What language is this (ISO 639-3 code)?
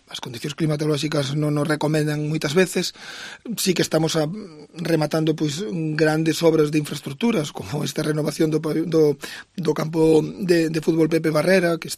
glg